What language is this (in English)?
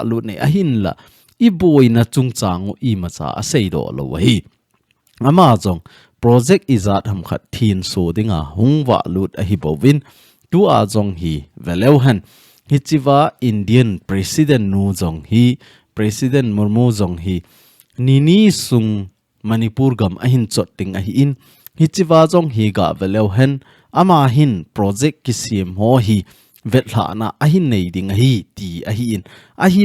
Thado Chin